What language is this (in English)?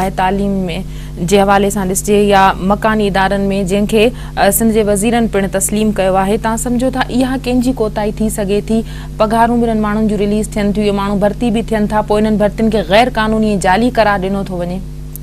Sindhi